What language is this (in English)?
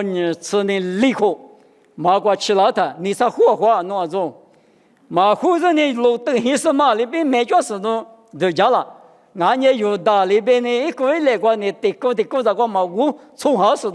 Lisu